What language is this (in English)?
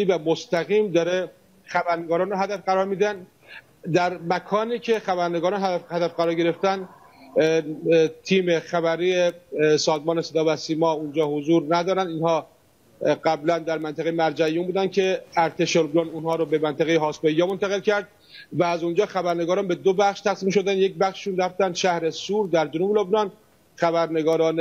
Persian